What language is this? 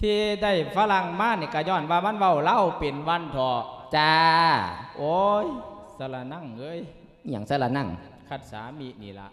Lao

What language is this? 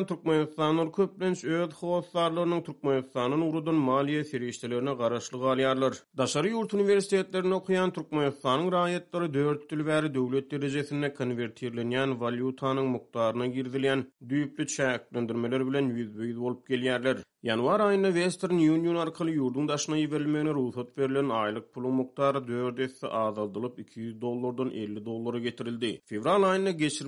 Turkmen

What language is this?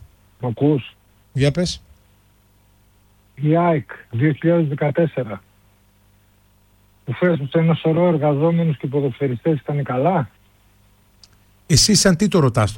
Greek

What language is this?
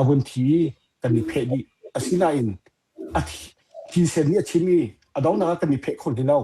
Hakha Chin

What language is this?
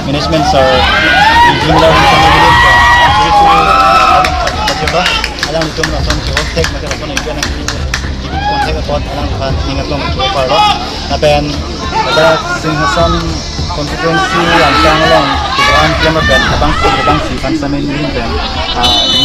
Karbi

